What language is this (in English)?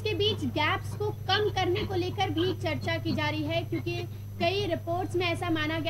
Hindi